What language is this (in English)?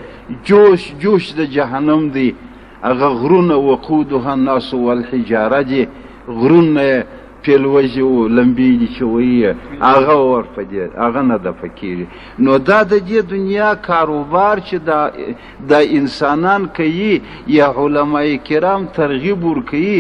Pashto